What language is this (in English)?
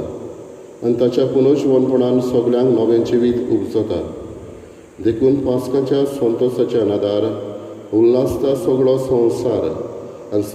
Konkani